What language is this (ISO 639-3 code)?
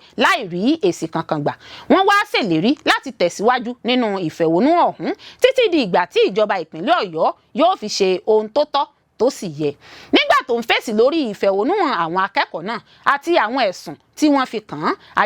yor